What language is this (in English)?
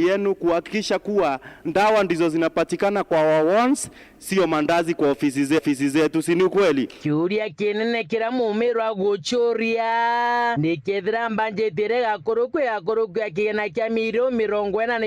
Meru